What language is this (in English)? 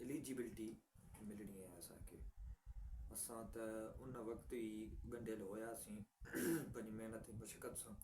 Sindhi